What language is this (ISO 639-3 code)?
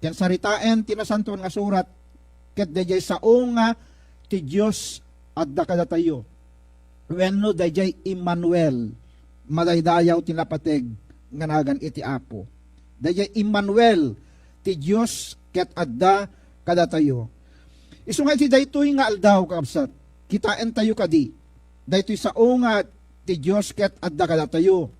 ilo